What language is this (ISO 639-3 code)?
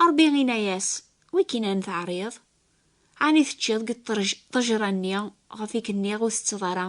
kab